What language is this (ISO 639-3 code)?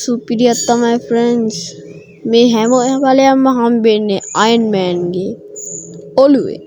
sin